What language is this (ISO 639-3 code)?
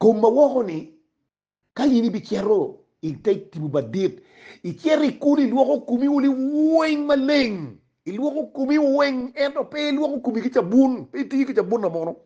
ach